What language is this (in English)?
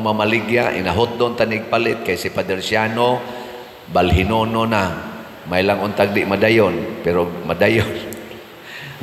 Cebuano